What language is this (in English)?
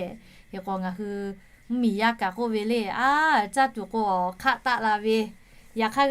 Lahu